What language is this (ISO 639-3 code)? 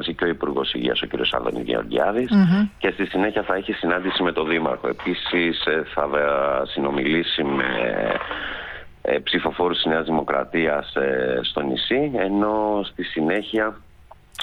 ell